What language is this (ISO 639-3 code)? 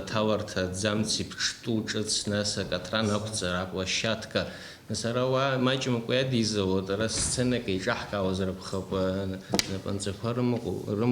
abk